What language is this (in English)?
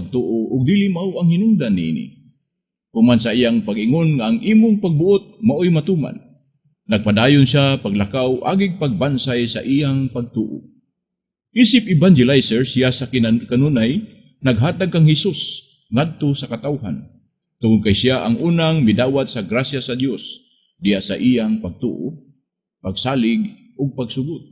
Cebuano